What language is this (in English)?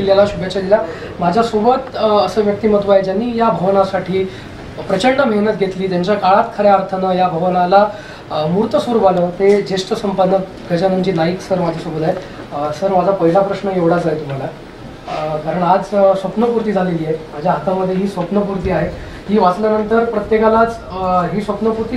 Marathi